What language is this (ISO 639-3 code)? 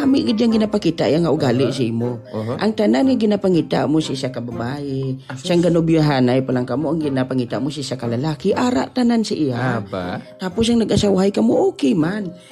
hil